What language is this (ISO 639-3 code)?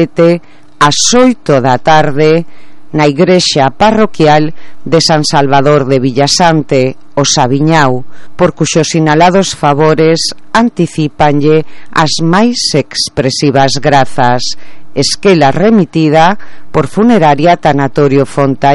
glg